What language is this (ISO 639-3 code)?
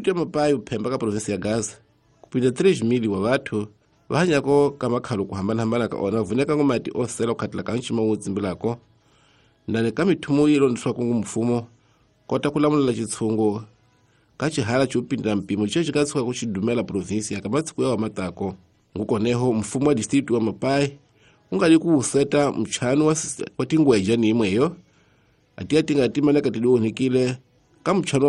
tso